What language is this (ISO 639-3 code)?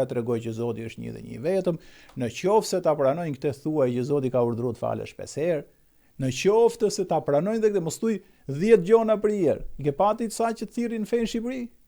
sqi